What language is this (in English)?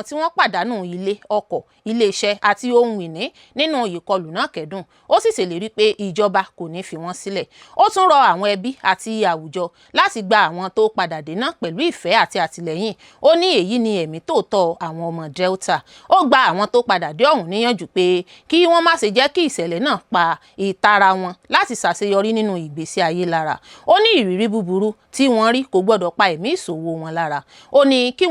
Yoruba